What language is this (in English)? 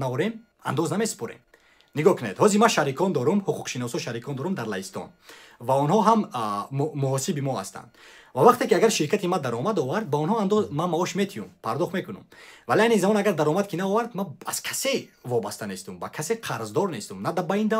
Tajik